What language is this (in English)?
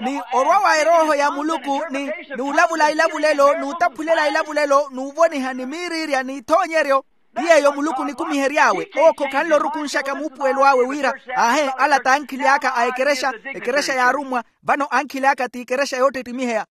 Makhuwa